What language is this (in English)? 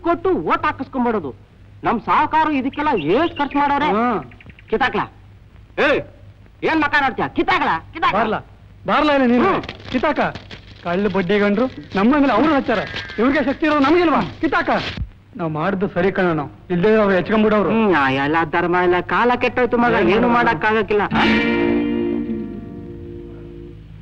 Kannada